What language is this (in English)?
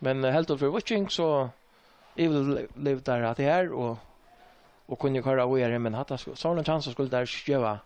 Faroese